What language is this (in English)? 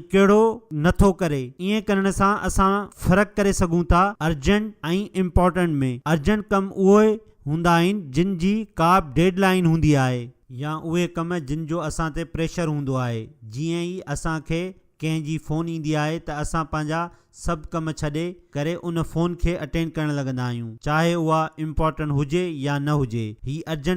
Sindhi